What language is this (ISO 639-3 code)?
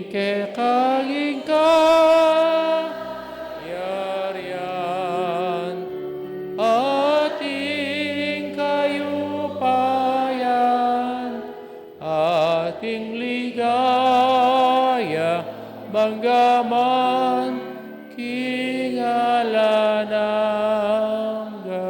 pam